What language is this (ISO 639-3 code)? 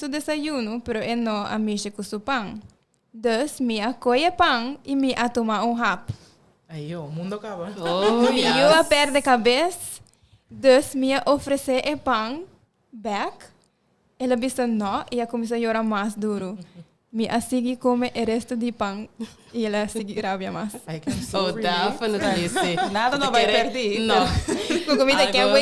pap